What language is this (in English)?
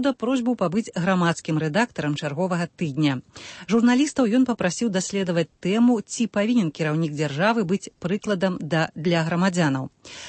Belarusian